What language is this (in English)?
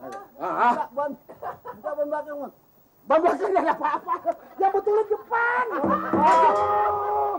Betawi